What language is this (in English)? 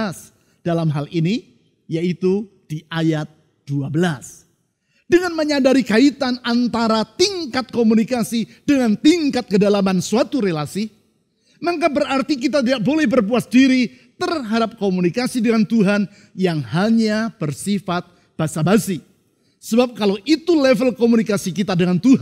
Indonesian